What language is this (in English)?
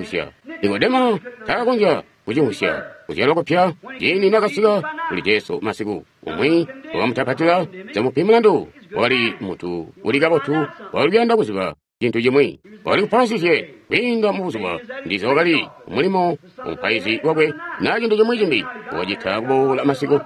Tonga (Zambia)